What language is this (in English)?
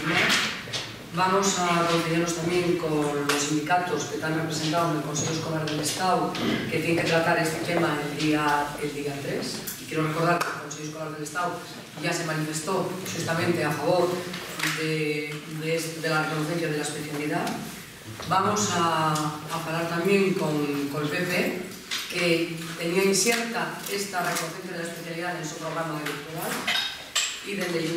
Asturian